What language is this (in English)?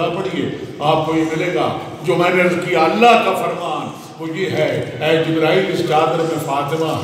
Urdu